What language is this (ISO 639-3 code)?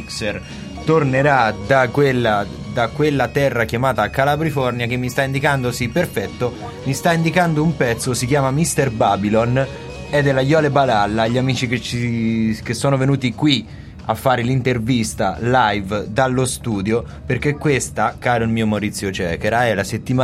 ita